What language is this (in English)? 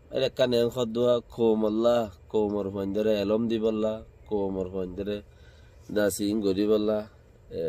Rohingya